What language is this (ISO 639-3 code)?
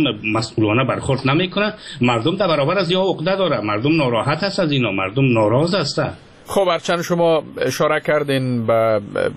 fas